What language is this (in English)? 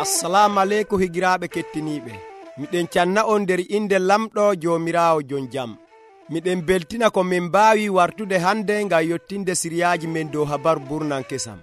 Nigerian Fulfulde